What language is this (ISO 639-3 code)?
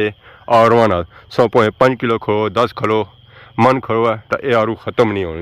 phr